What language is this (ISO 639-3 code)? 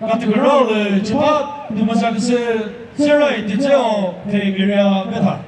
nri